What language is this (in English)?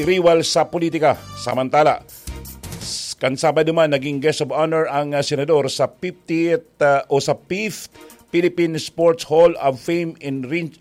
Bikol